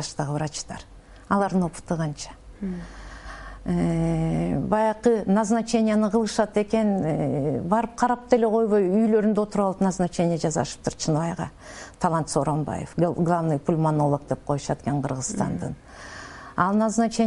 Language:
Kyrgyz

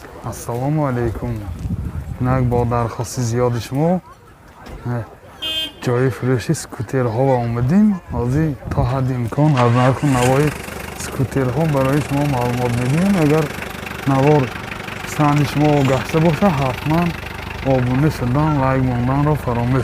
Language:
Tajik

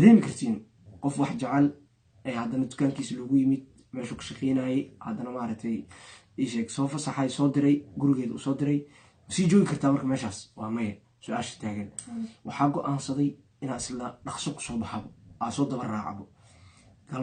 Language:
Somali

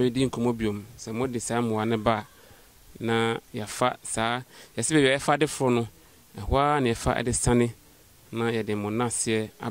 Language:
Akan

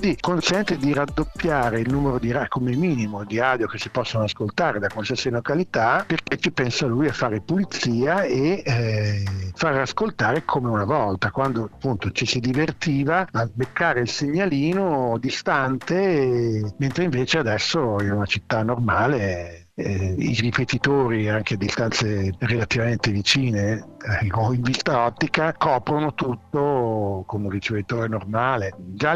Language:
Italian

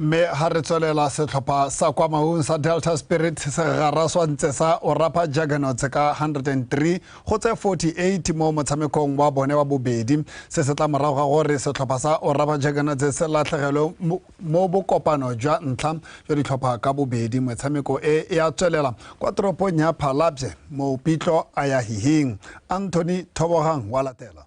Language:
Tswana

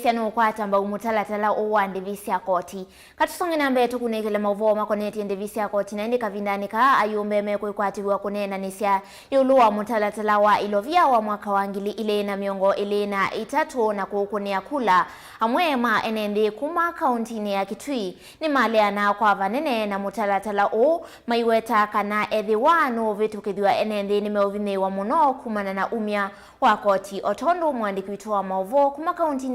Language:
Kamba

